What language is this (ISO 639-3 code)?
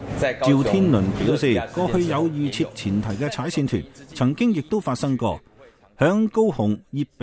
yue